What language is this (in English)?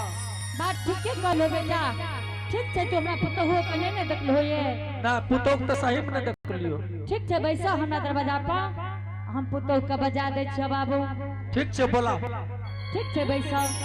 Angika